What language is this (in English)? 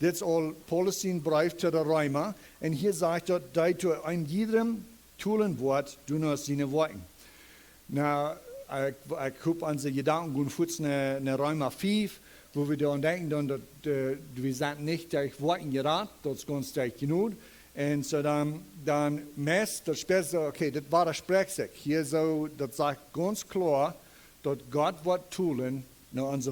Plautdietsch